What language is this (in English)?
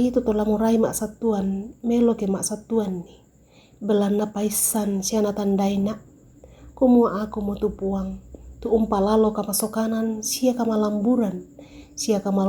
Toraja-Sa'dan